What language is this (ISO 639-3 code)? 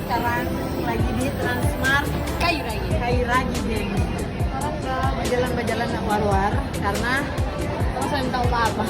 xmm